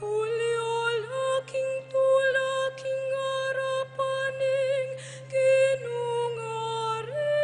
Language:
Pampanga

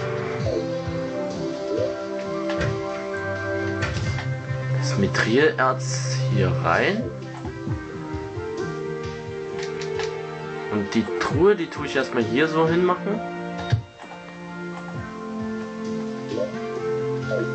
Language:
German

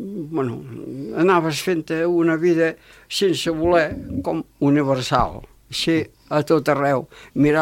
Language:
Catalan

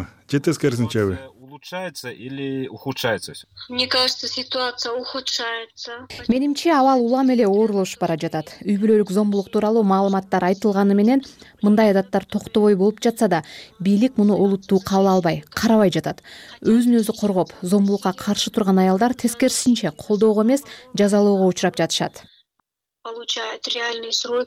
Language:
Kyrgyz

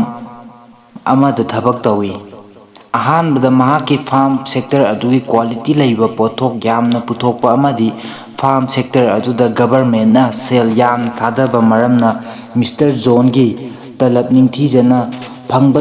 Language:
Manipuri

